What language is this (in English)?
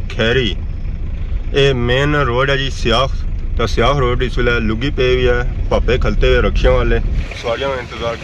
Pahari-Potwari